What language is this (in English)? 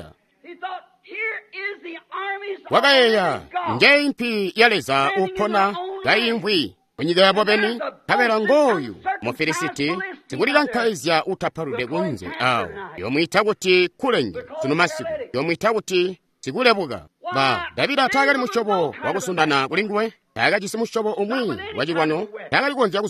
Tonga (Zambia)